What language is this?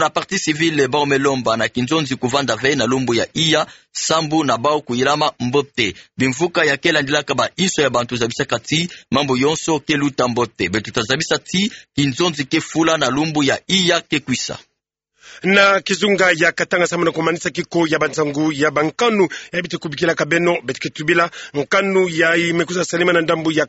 Kituba (Democratic Republic of Congo)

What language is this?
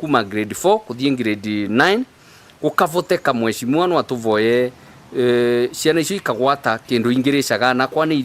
Meru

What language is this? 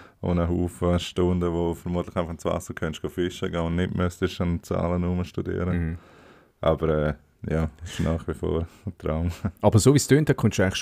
Swiss German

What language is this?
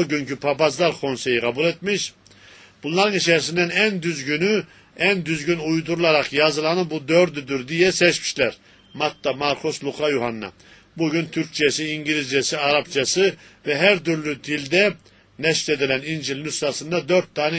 Turkish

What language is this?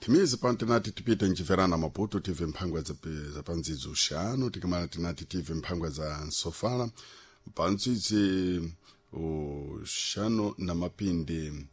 Sena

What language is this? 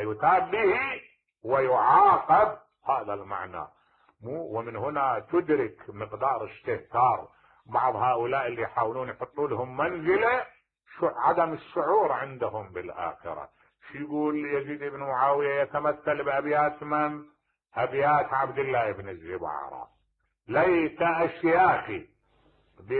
Mesopotamian Arabic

